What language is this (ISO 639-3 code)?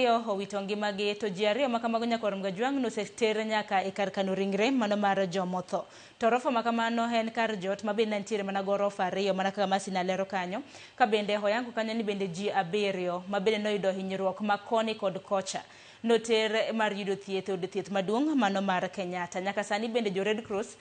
luo